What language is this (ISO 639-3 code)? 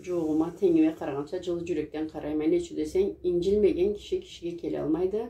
krc